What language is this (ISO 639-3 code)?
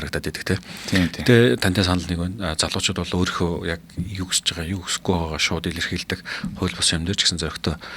mon